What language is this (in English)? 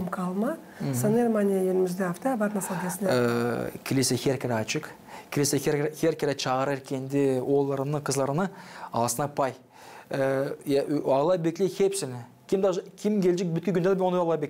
Gagauz